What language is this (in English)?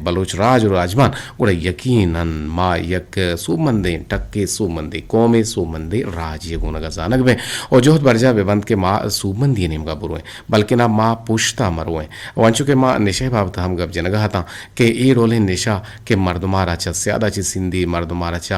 Eastern Balochi